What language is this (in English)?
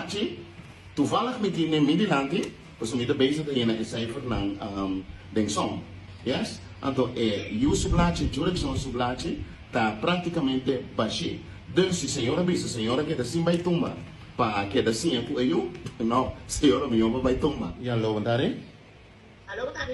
Papiamento